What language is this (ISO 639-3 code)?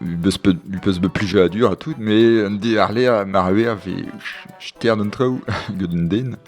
bre